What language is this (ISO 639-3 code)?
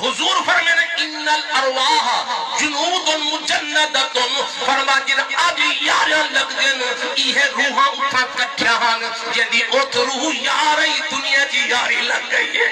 skr